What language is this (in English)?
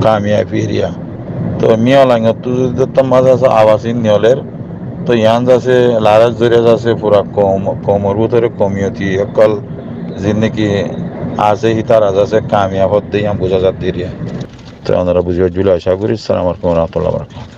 Rohingya